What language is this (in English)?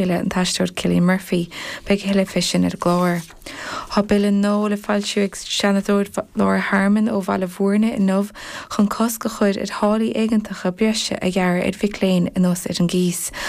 Irish